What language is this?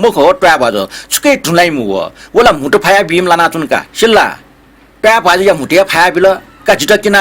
Newari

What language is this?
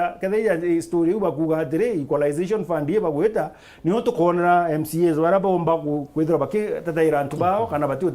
Meru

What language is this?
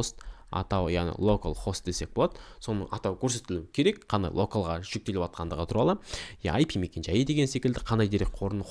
Kazakh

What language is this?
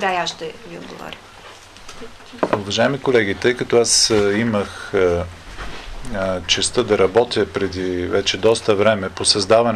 Bulgarian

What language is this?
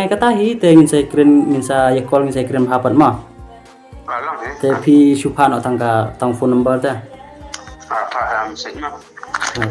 Khasi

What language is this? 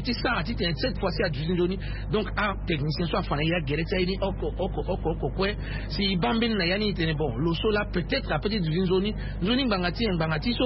Sango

